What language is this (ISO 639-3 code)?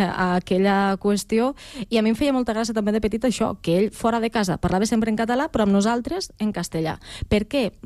cat